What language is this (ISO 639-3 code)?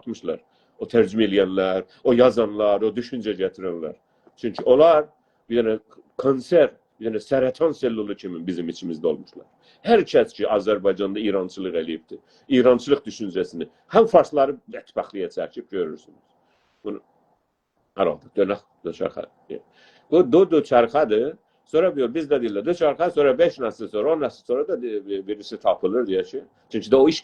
azb